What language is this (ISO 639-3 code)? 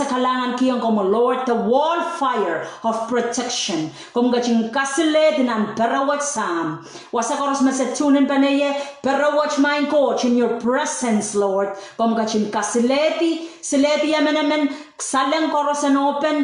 pon